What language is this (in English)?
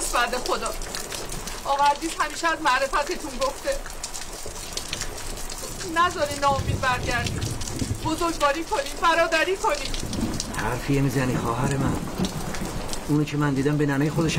Persian